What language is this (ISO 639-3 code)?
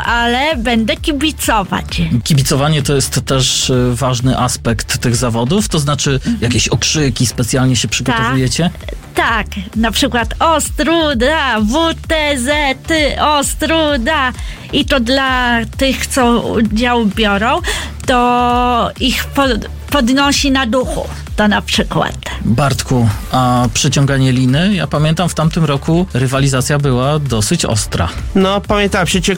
pol